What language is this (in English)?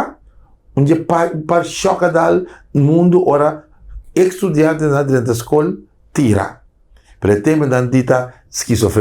Papiamento